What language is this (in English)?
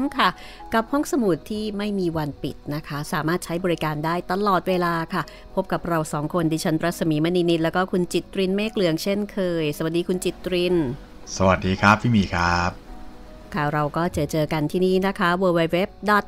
Thai